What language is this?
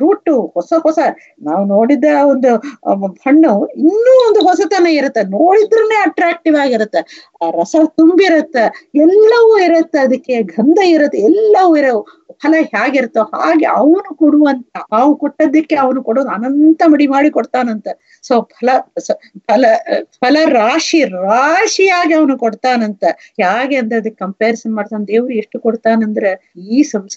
Kannada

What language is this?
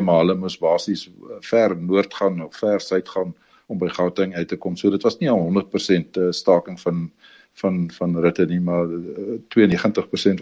Afrikaans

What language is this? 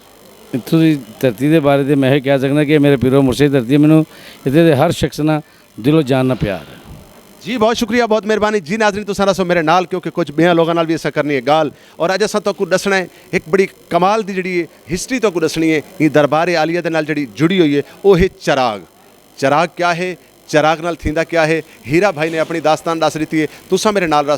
Saraiki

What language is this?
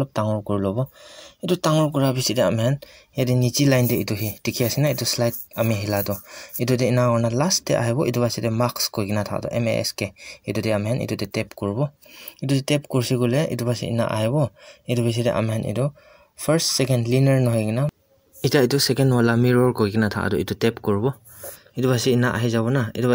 Naga Pidgin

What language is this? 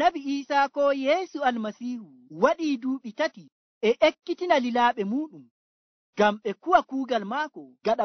Nigerian Fulfulde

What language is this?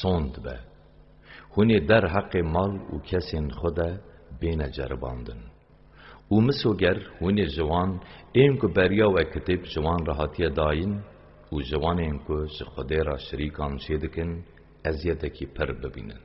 Kurdish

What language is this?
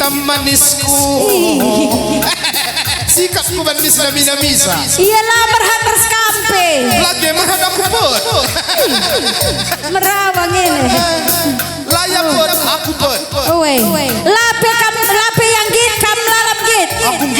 Batak Karo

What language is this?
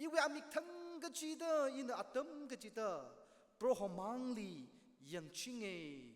Tangkhul Naga (India)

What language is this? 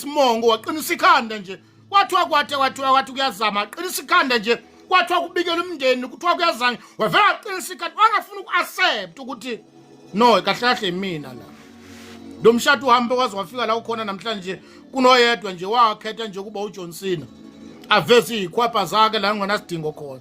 Zulu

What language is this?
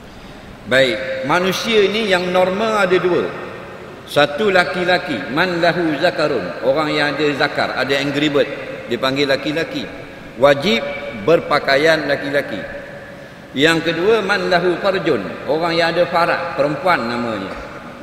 Malay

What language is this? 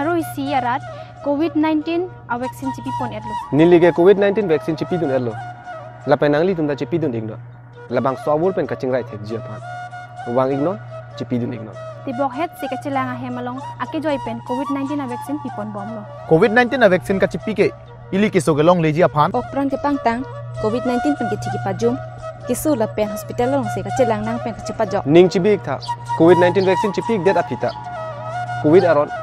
Karbi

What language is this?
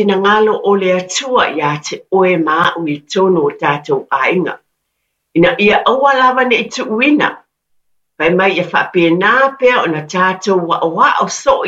Samoan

